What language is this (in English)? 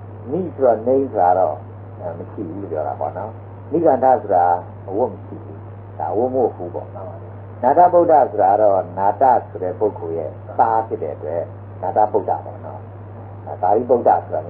Burmese